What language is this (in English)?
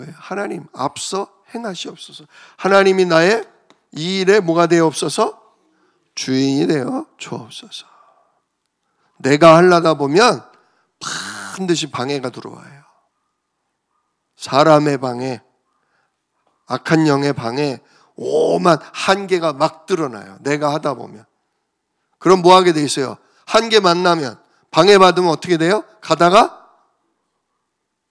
Korean